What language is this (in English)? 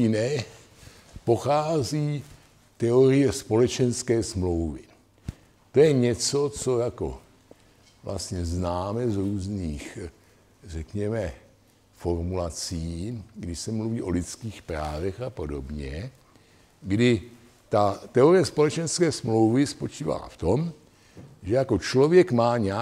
Czech